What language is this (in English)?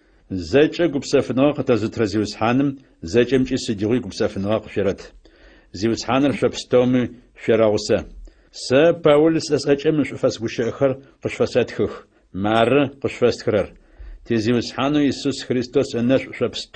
Adyghe